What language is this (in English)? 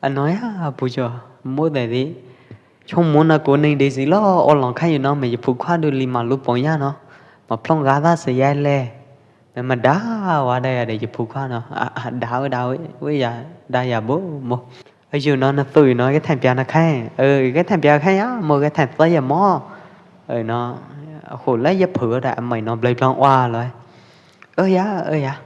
Pwo Eastern Karen